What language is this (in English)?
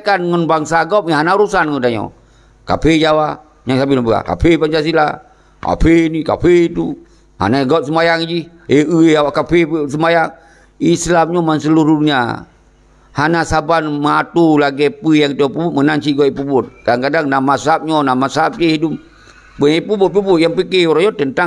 Achinese